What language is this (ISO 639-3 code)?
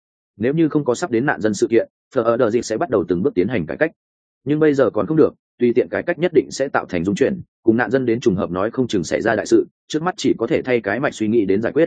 vie